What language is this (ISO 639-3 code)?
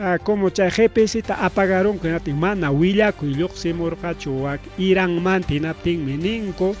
quy